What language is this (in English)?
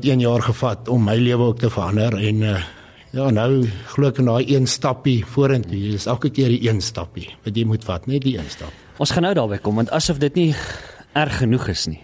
Afrikaans